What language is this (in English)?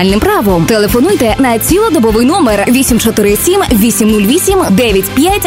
Ukrainian